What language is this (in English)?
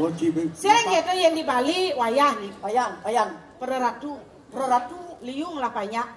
Balinese